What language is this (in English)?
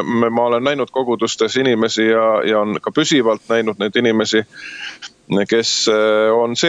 Estonian